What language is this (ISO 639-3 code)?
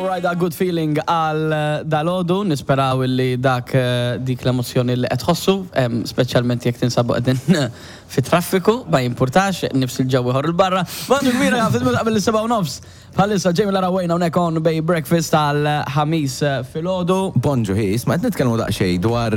mlt